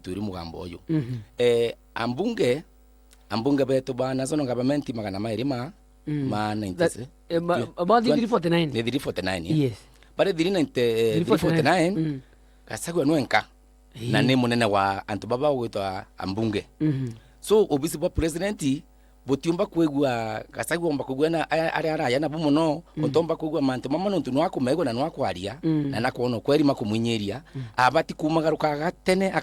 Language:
Meru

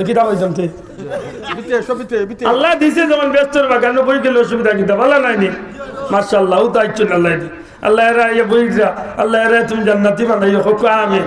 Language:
Sylheti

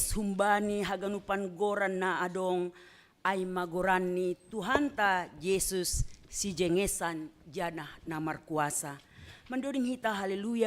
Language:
Batak Simalungun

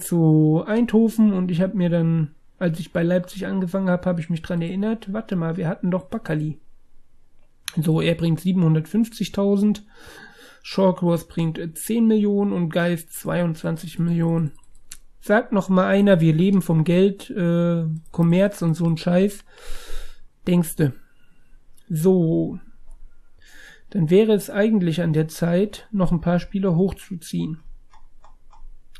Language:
German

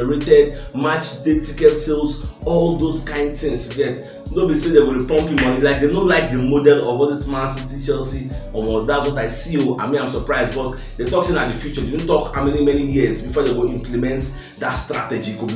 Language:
Nigerian Pidgin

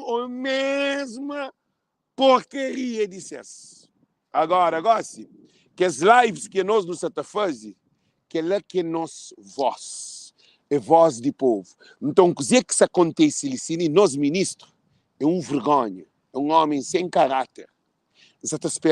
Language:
Kabuverdianu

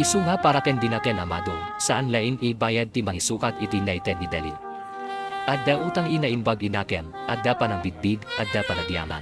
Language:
Iloko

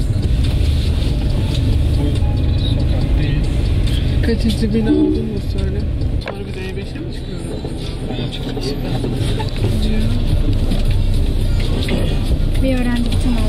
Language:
Turkish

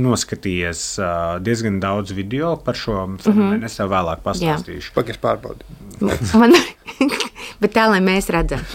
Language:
Latvian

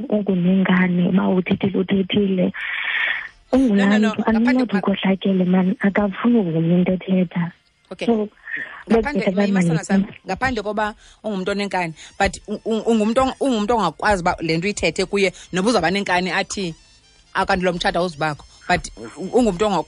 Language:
Xhosa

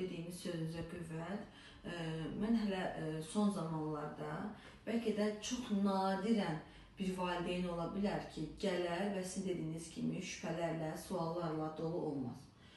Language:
Azerbaijani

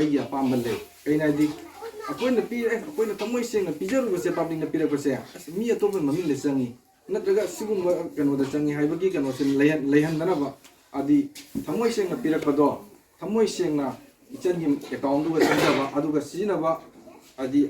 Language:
Manipuri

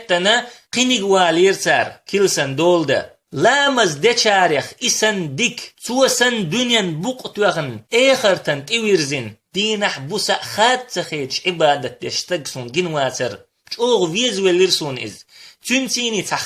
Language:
Chechen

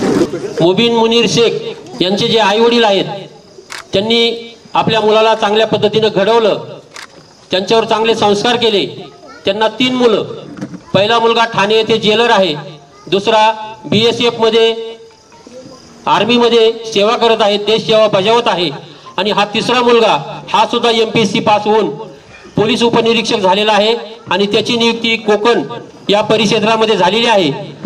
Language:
Marathi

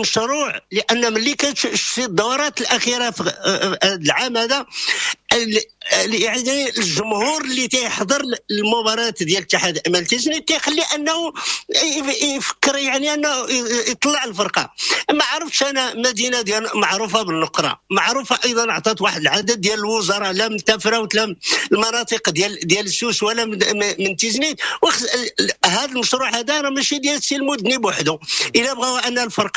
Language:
Moroccan Arabic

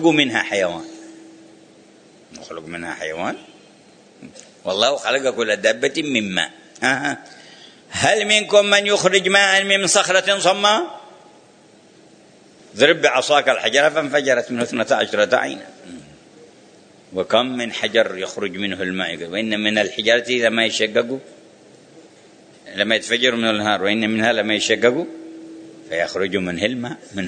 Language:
Arabic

